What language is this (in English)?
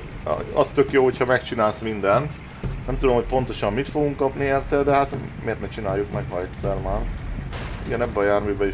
Hungarian